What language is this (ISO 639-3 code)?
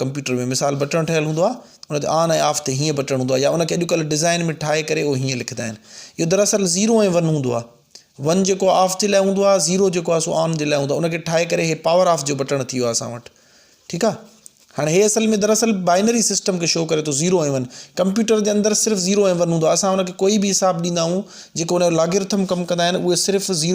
snd